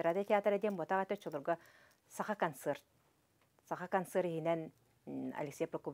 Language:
Yakut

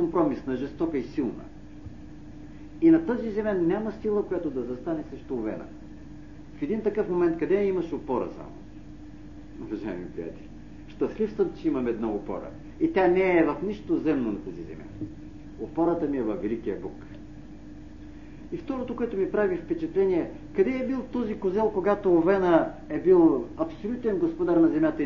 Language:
Bulgarian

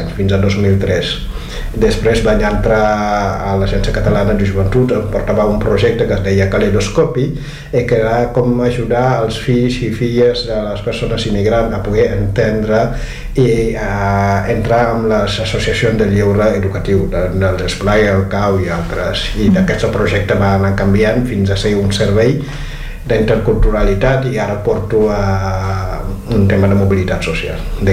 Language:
Catalan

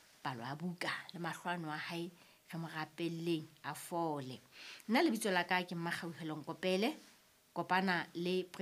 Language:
Southern Sotho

